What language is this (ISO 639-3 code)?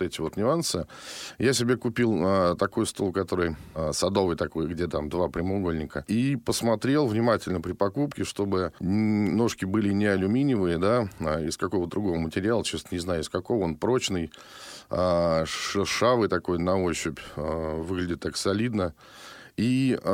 rus